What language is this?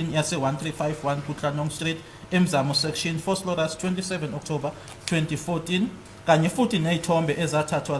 Zulu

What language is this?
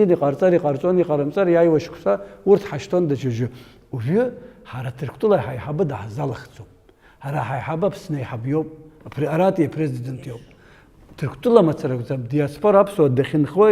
Abkhazian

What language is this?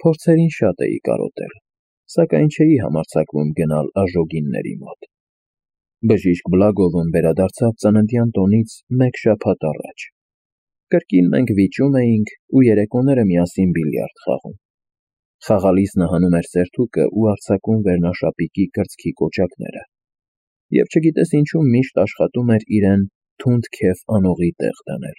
Armenian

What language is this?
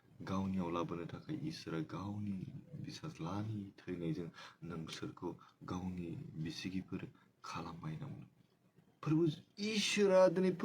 Bodo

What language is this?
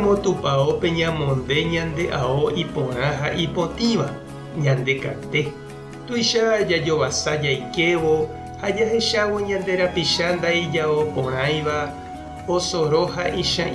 Guarani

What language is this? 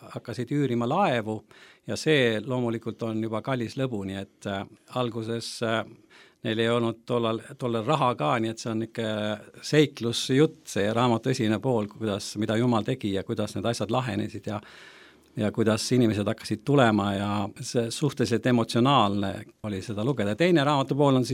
Estonian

